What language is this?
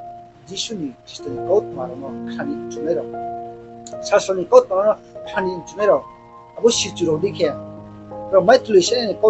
Riang (India)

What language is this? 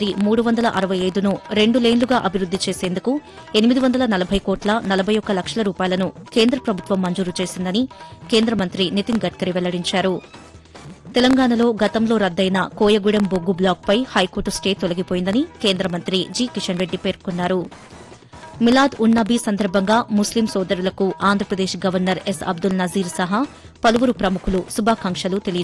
Telugu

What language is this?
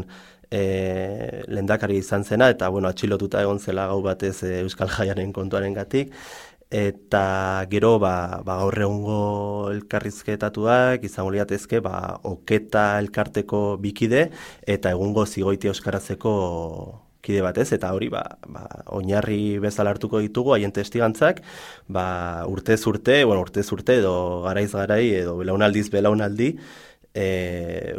Basque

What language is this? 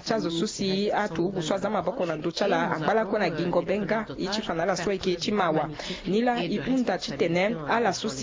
Sango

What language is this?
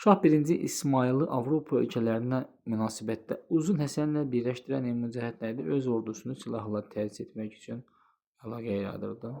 Azerbaijani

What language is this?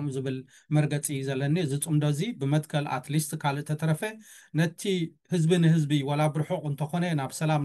Tigrinya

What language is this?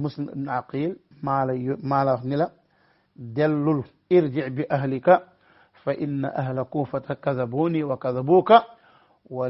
Wolof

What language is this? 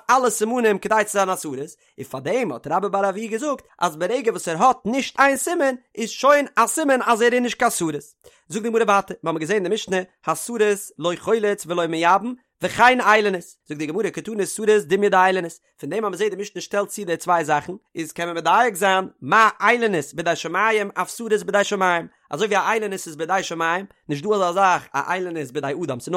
Yiddish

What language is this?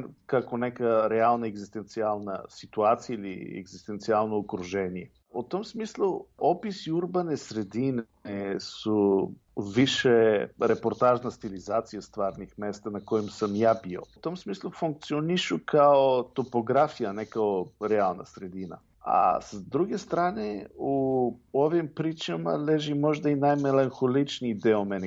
Serbian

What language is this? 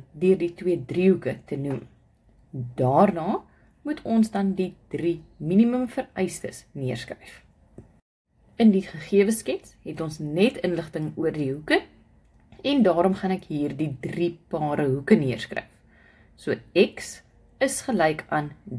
Afrikaans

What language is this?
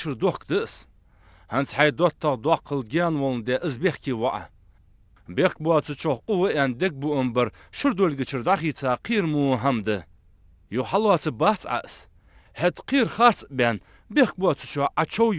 Ingush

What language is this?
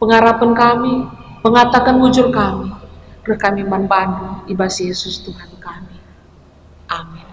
Batak Karo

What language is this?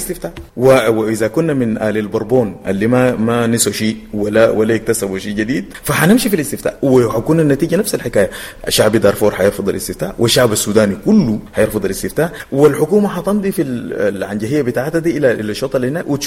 Sudanese Arabic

